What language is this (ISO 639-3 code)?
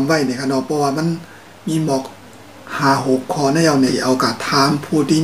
shn